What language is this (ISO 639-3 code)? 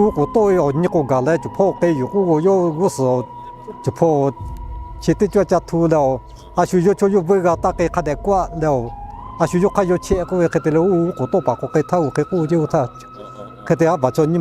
lhu